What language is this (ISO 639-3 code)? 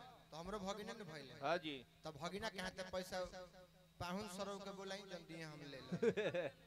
bho